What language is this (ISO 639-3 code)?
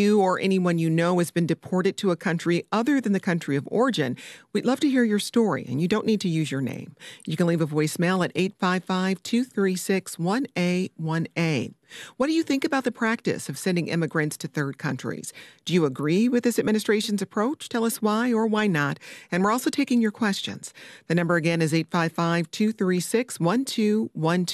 eng